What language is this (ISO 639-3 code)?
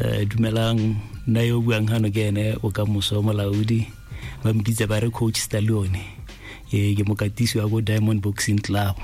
tsn